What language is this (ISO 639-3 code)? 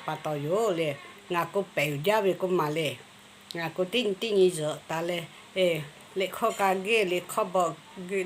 lhu